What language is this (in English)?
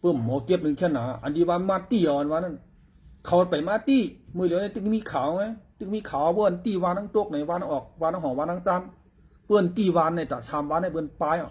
Shan